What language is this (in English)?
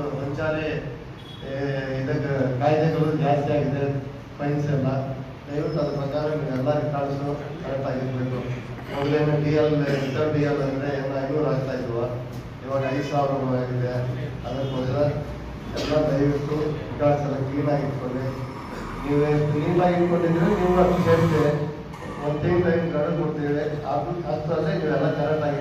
Kannada